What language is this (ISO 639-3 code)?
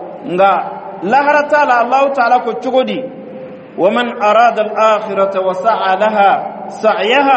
bam